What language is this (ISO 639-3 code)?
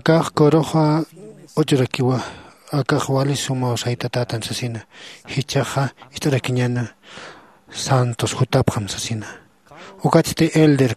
aym